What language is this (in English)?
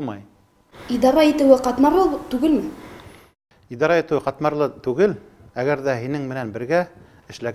Bashkir